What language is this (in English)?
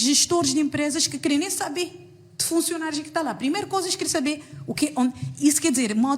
Kabuverdianu